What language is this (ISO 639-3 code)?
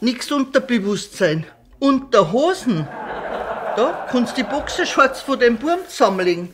bar